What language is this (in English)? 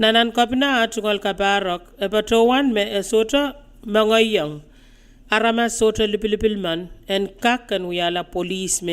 Pohnpeian